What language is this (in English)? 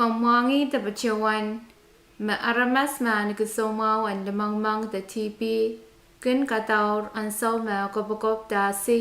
Pohnpeian